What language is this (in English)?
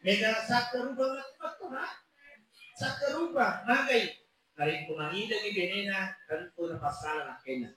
Buginese